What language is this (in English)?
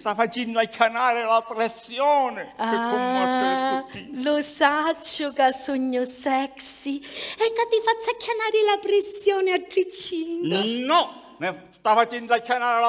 Sicilian